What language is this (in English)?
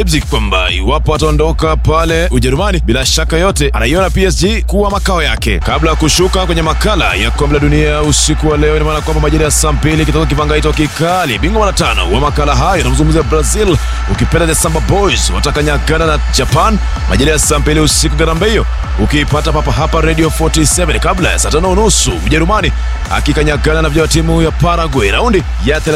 Swahili